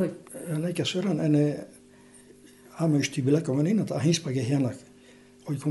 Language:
Basque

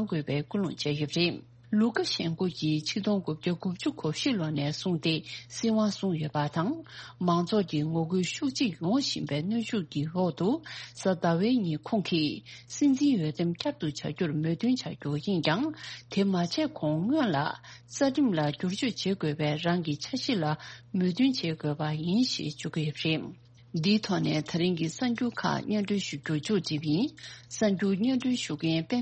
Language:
Tibetan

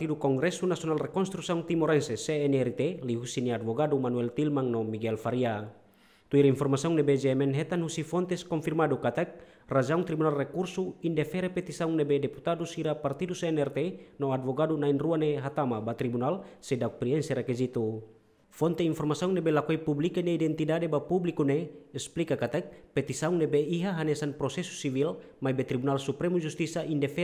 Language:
Tetum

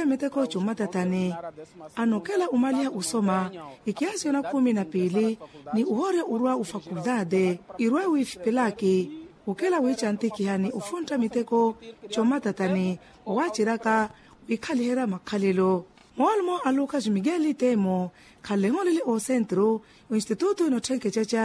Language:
Makhuwa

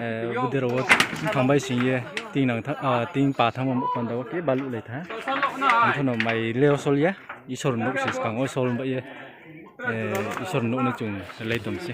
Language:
Riang (India)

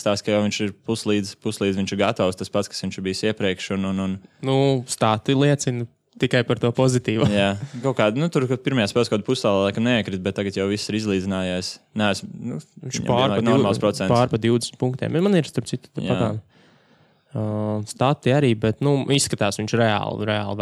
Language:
Latvian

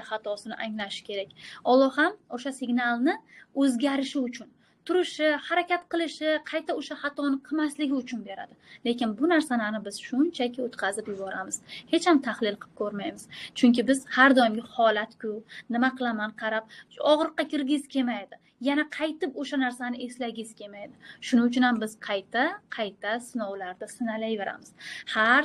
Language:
Uzbek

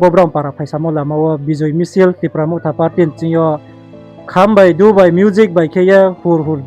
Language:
Riang (India)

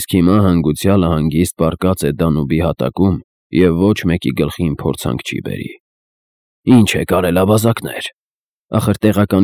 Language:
Armenian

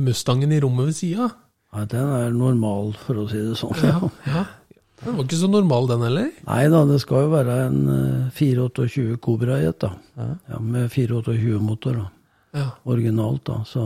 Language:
Norwegian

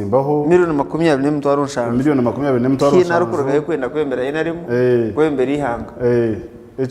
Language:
Nyankole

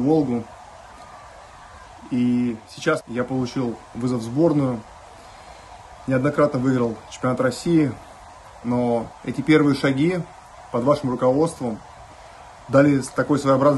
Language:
Russian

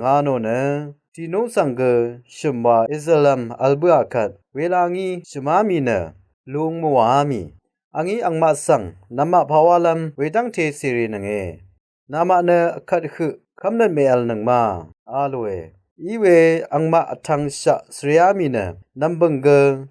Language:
Rawang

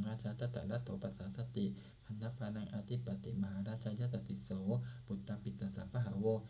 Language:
Pali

